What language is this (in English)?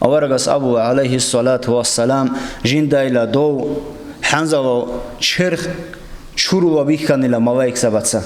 Avaric